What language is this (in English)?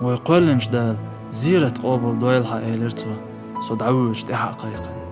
Chechen